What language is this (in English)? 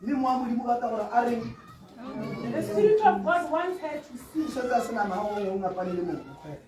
Tswana